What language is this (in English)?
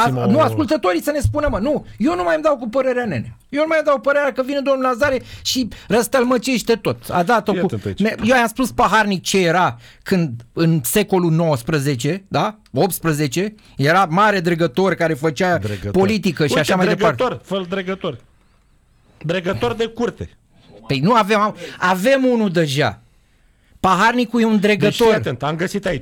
Romanian